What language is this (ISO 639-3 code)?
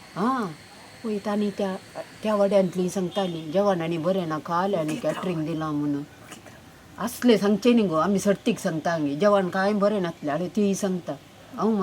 kok